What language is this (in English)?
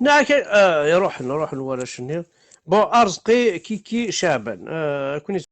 Kabyle